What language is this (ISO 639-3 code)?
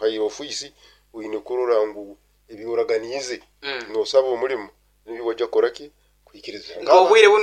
nyn